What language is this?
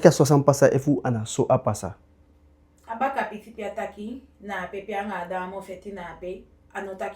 Eastern Maroon Creole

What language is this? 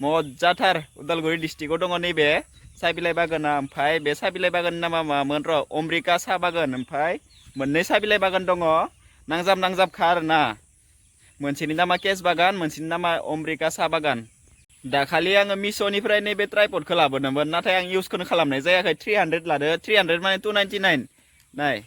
Bodo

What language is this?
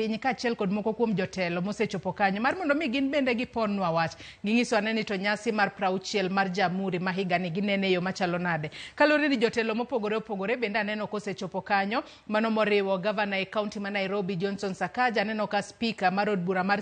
Luo (Kenya and Tanzania)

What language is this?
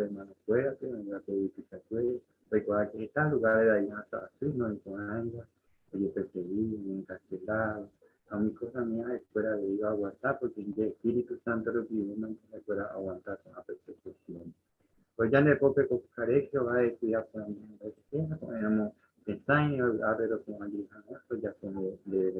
Guarani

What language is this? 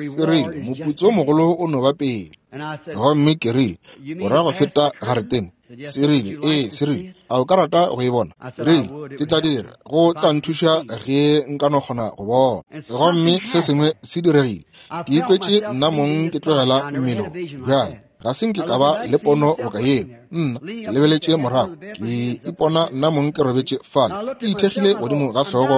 Northern Sotho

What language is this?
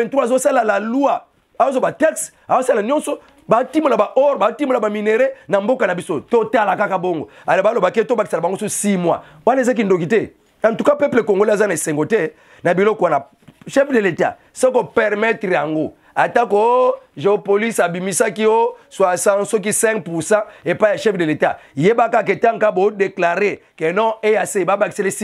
Lingala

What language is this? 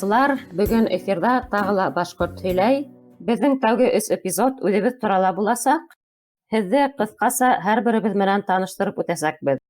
Bashkir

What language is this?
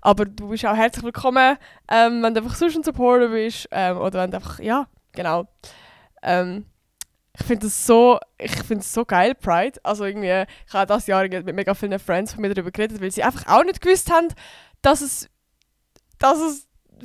Swiss German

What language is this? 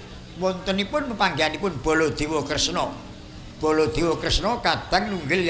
Javanese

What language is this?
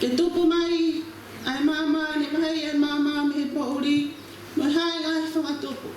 Tongan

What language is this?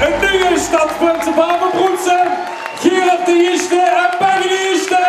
Limburgish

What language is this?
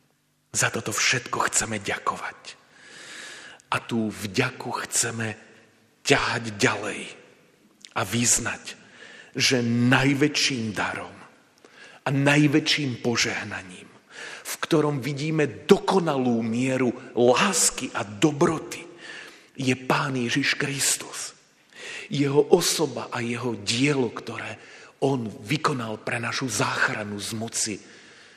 Slovak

